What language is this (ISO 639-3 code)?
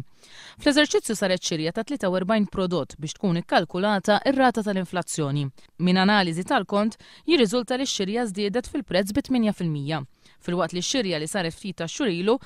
mlt